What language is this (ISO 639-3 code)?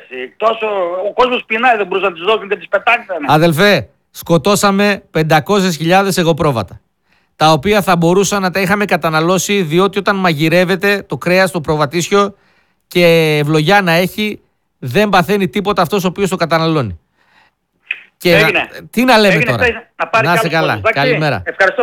ell